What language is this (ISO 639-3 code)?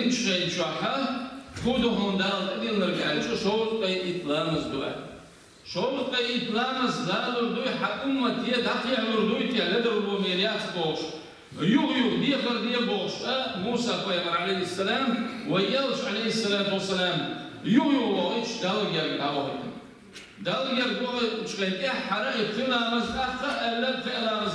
che